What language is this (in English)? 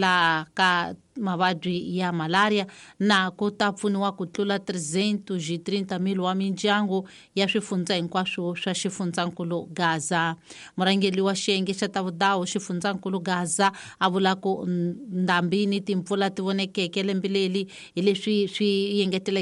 Tsonga